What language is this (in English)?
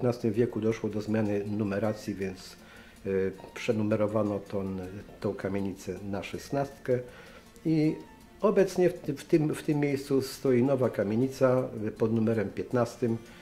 Polish